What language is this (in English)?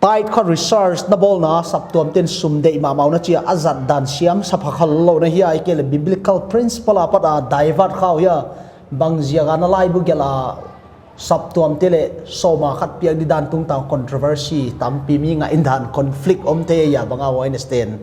Paite Chin